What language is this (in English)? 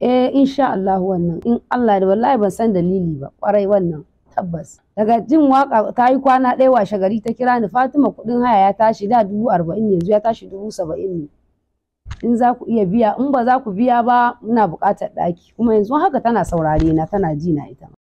Hausa